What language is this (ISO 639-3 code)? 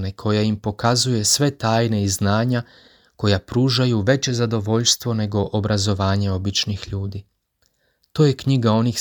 hrv